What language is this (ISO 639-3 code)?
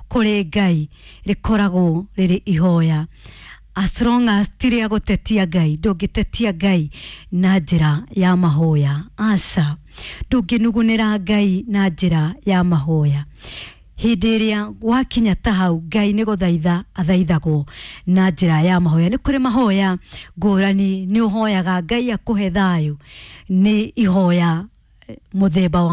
kik